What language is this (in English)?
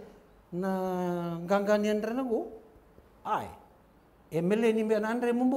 Fijian